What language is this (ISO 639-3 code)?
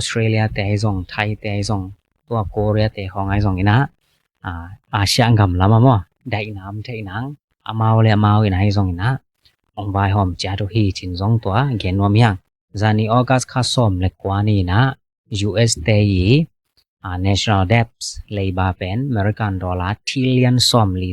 ctd